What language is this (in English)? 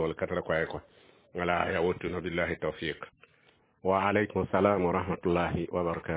Mossi